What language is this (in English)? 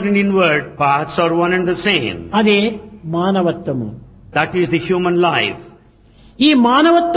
Telugu